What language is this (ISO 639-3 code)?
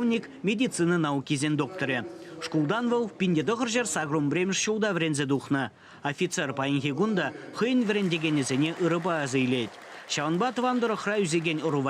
chv